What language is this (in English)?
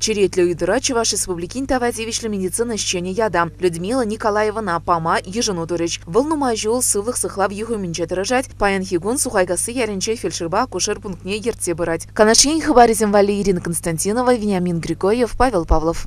Chuvash